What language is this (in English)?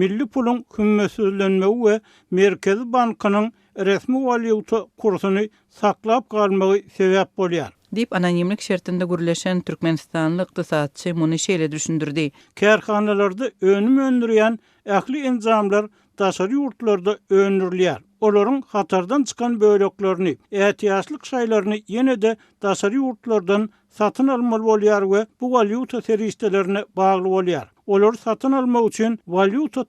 Turkmen